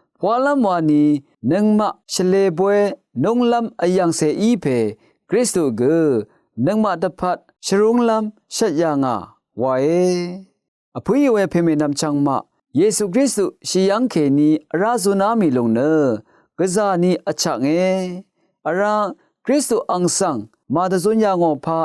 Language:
Rawang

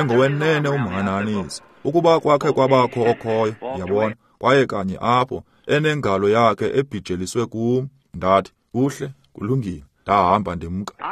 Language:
Xhosa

